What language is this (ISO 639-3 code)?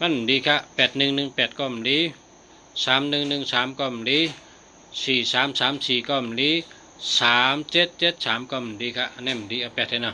shn